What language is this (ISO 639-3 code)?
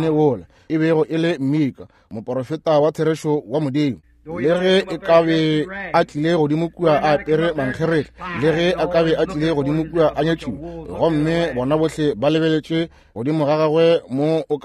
nso